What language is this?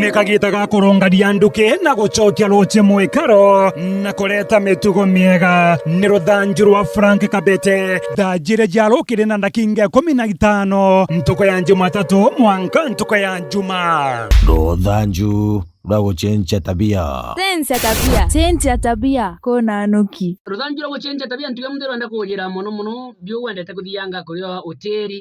Meru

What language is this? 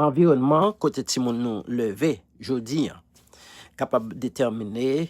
Haitian Creole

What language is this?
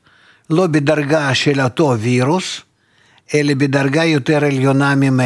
Hebrew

